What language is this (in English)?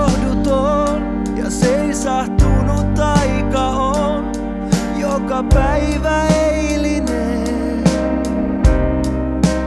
Finnish